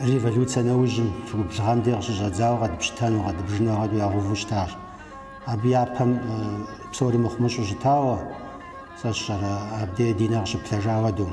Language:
Kabardian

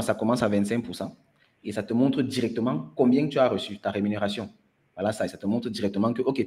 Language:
French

